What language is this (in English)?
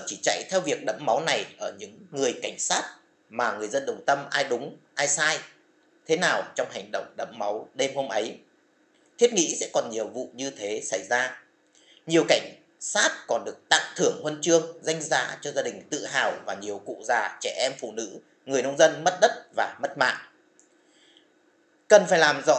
Vietnamese